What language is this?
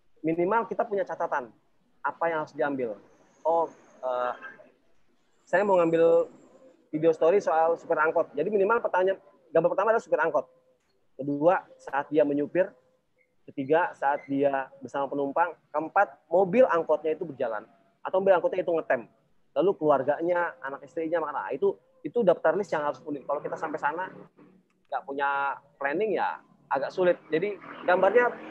Indonesian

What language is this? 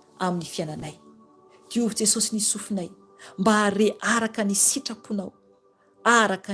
Malagasy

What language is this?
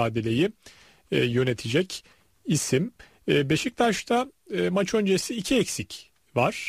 Turkish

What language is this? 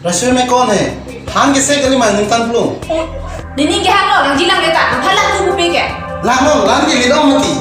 Karbi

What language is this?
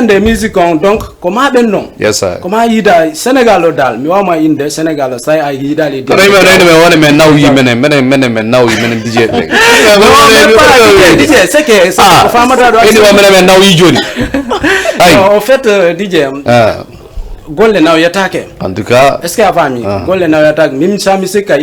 Fula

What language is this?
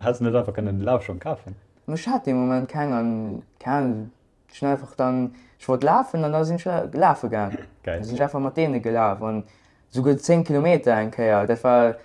Luxembourgish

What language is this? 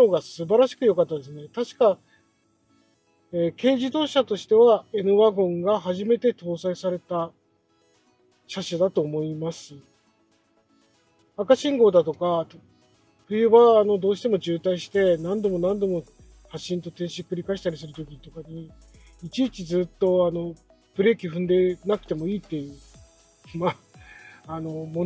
Japanese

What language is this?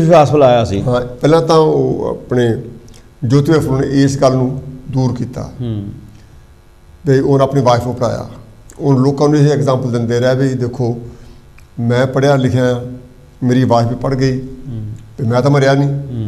Punjabi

